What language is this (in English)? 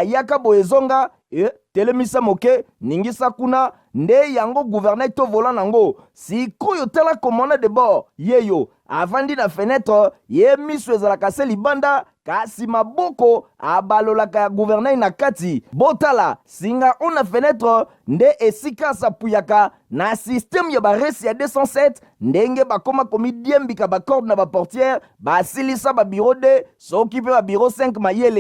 Lingala